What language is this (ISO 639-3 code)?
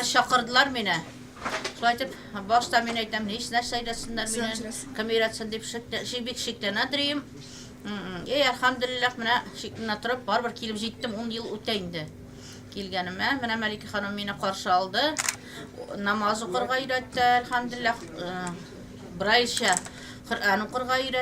tat